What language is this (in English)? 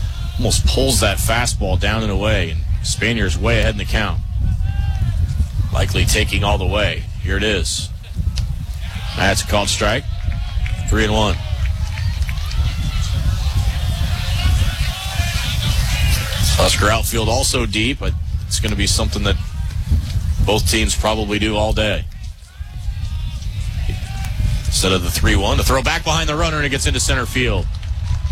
English